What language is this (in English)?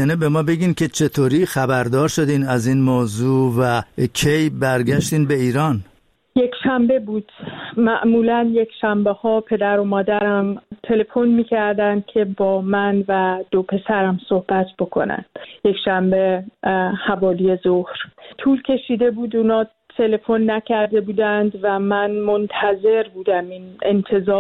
Persian